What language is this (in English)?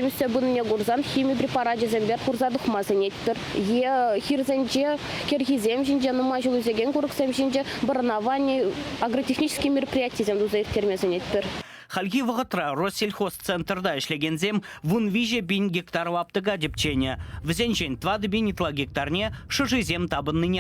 Chuvash